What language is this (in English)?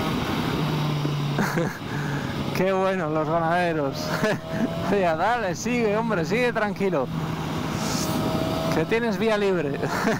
Spanish